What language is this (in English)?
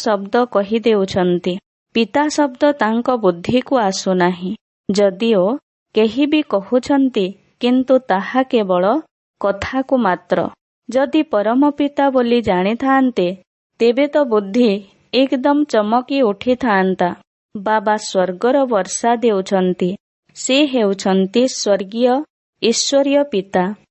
Odia